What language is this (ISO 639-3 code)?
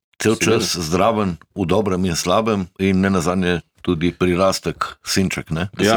slv